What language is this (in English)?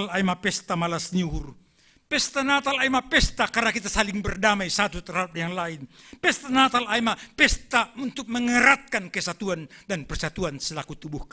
Batak Simalungun